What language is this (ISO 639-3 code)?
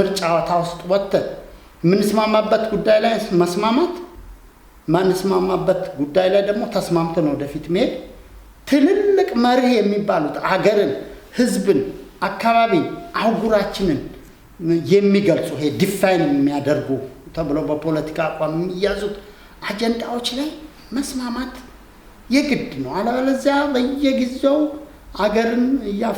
amh